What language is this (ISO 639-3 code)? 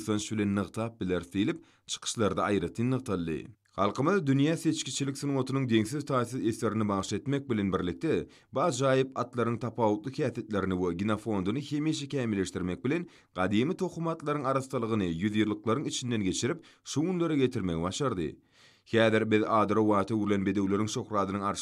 tuk